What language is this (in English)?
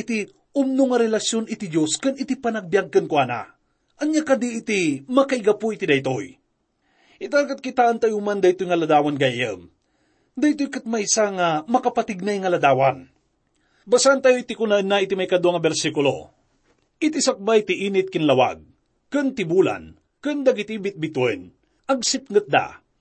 Iloko